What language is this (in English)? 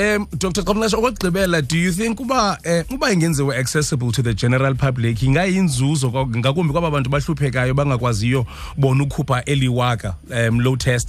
Xhosa